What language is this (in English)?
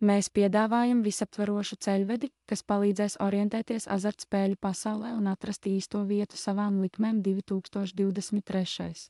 Latvian